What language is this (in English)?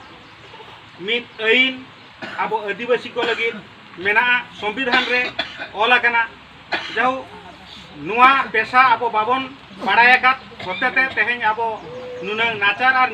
Santali